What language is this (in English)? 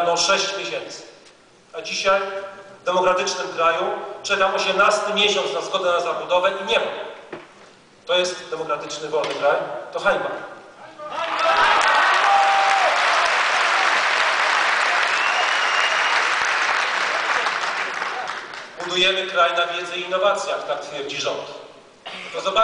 Polish